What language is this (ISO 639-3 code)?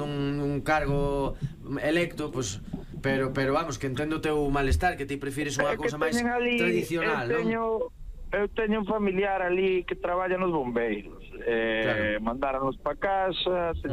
glg